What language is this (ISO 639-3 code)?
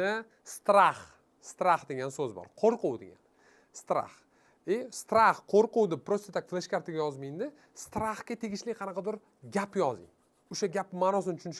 uzb